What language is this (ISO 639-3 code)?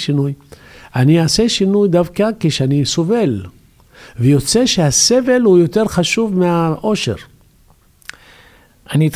heb